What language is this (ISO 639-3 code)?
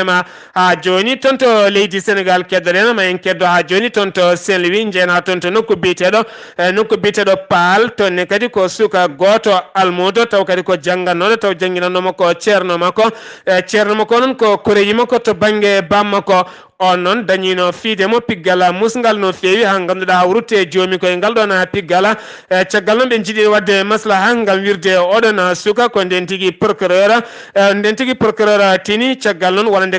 ful